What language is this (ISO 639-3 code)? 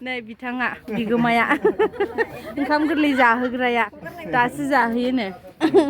brx